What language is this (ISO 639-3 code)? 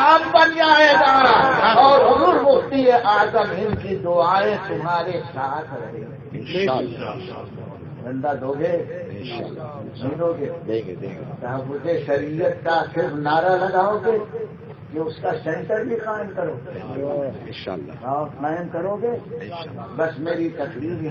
urd